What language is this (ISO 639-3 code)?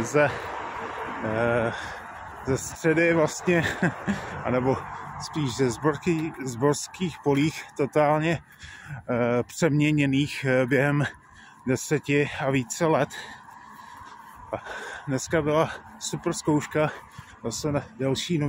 ces